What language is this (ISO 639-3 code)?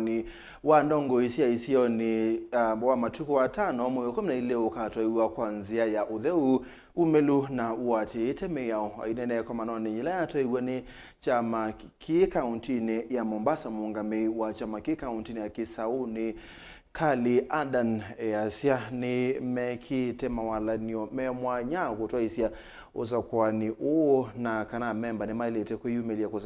kam